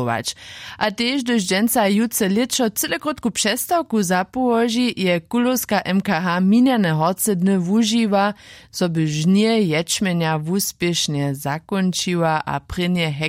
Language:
Upper Sorbian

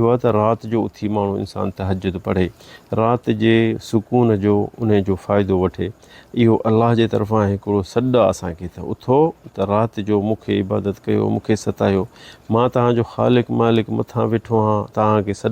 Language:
Sindhi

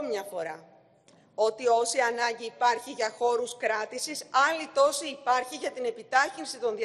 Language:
Greek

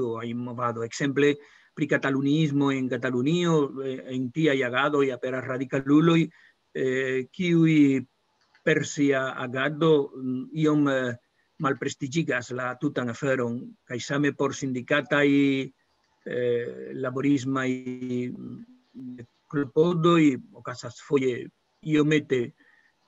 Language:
Esperanto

